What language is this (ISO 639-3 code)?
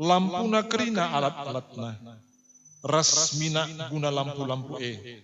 btx